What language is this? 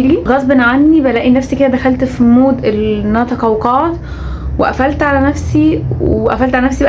Egyptian Arabic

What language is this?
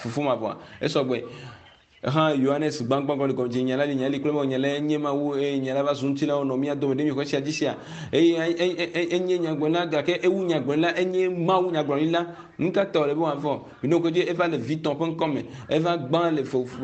Ewe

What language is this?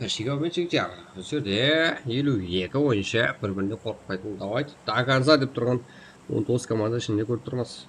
Kara-Kalpak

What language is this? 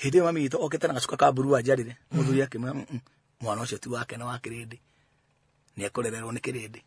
Kikuyu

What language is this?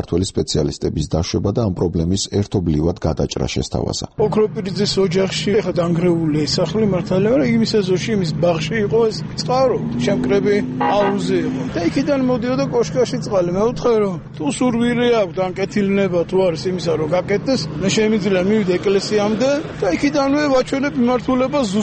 Georgian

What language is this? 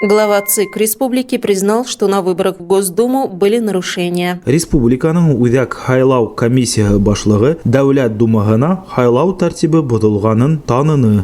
Bashkir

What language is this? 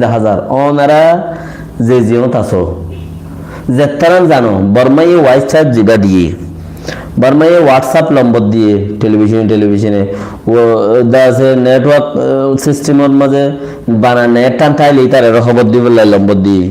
Rohingya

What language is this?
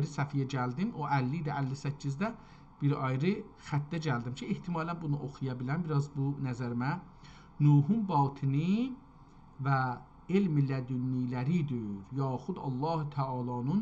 South Azerbaijani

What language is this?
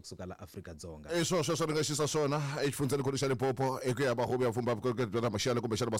Tsonga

